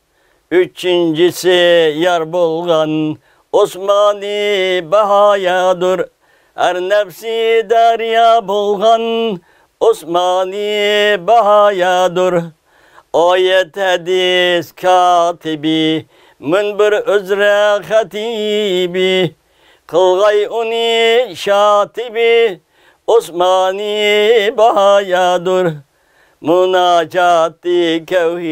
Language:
Uyghur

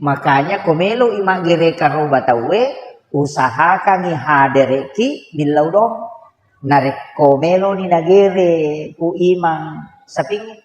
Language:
Buginese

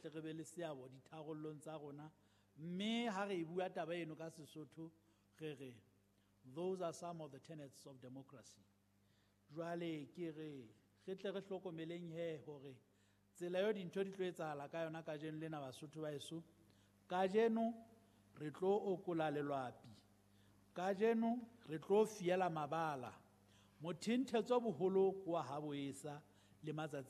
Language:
Southern Sotho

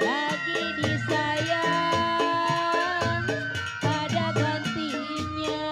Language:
Betawi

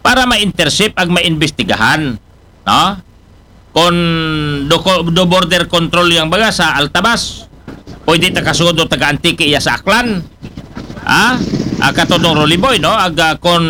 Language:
Aklanon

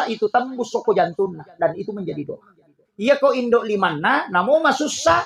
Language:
Buginese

